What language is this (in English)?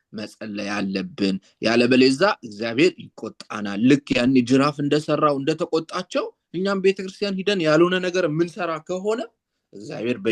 Amharic